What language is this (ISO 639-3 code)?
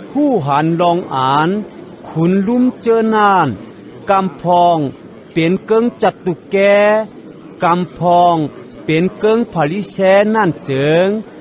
shn